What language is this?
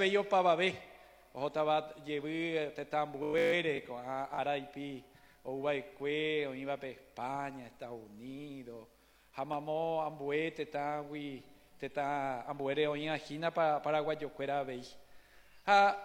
Guarani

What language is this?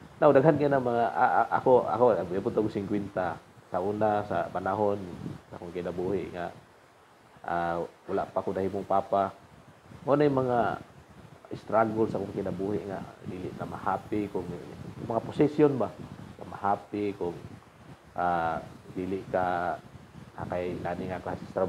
Cebuano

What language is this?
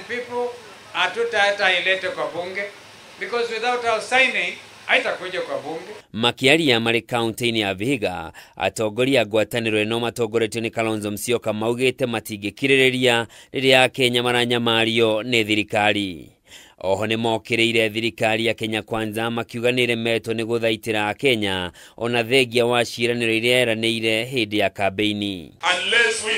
Kikuyu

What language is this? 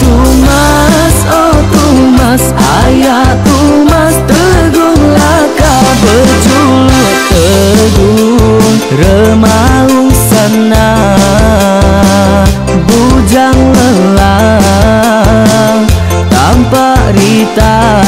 Iban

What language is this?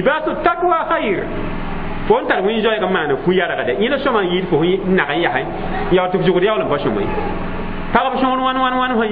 Mossi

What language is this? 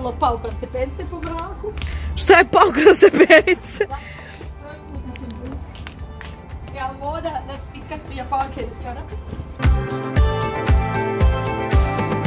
Croatian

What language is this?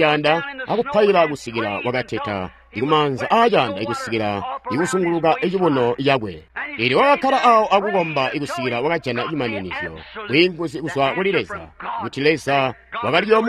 Tonga (Zambia)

